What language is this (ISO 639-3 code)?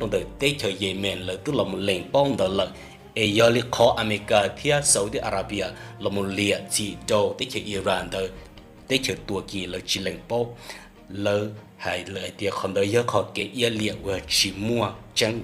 hmn